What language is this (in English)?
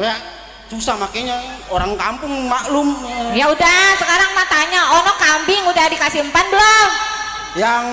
Betawi